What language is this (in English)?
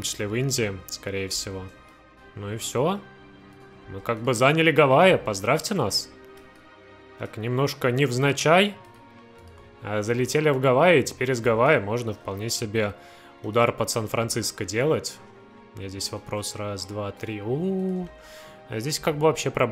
Russian